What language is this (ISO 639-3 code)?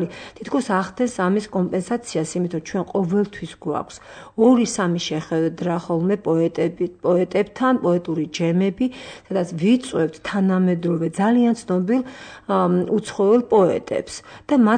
kat